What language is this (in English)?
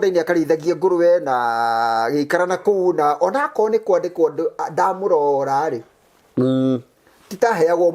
Kikuyu